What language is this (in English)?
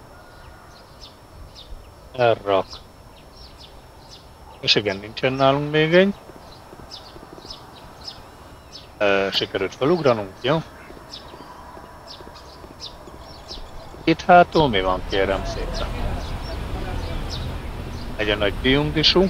Hungarian